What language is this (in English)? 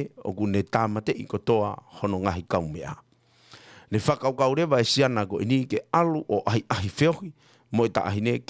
Tongan